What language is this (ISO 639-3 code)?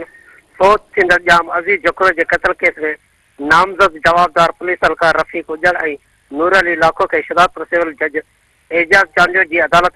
snd